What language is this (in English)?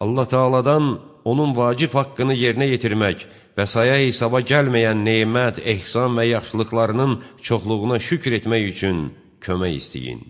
Azerbaijani